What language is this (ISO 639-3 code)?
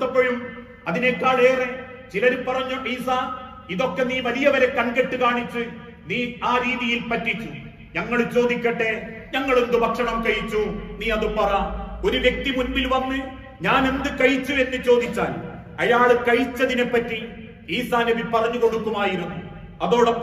mal